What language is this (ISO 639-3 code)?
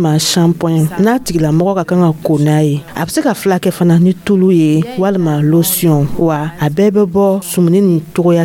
dyu